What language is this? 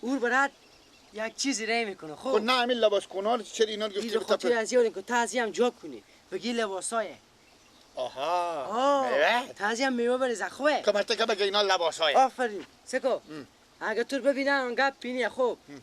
Persian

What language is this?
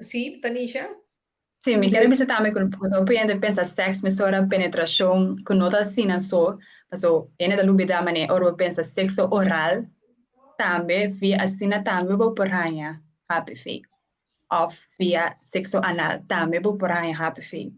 Papiamento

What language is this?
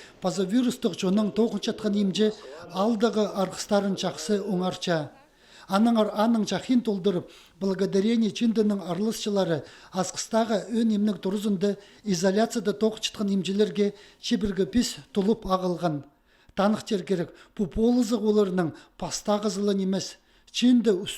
Khakas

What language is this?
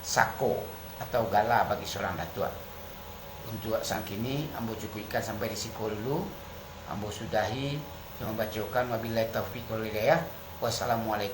Minangkabau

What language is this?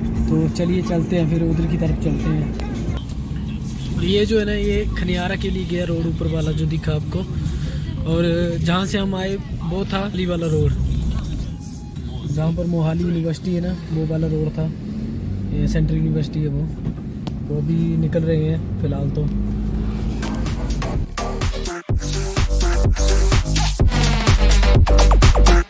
Hindi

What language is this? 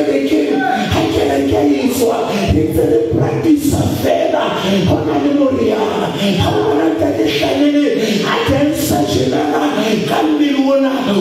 Southern Sotho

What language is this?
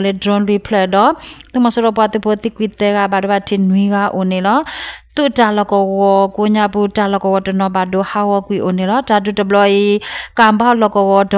S'gaw Karen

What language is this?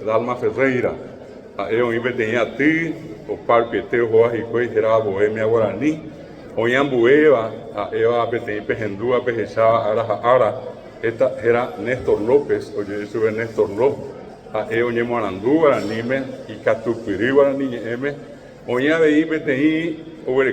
Guarani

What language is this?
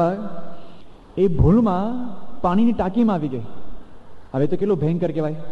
Gujarati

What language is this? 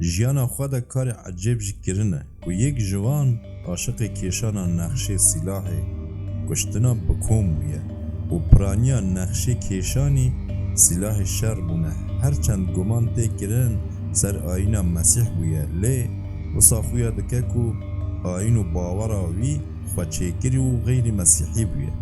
Kurdish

